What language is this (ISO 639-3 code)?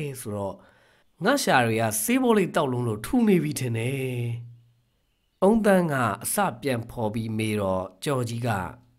mya